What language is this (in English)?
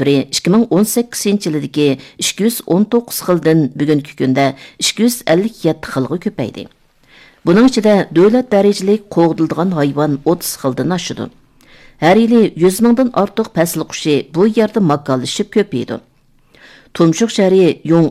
Uyghur